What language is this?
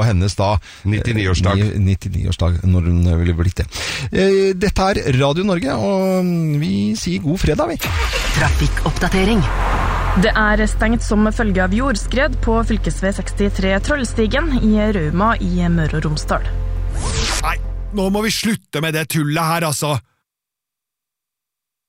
Norwegian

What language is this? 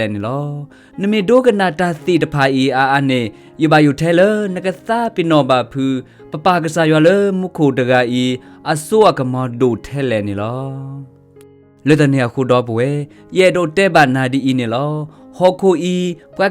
S'gaw Karen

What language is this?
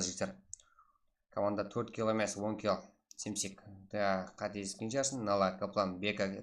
Kara-Kalpak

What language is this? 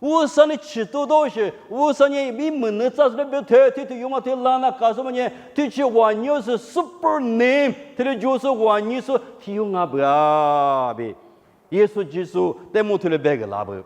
Lisu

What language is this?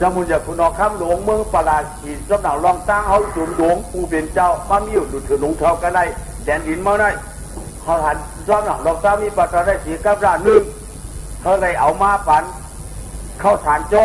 Shan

